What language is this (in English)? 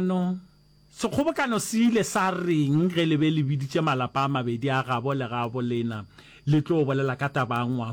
Northern Sotho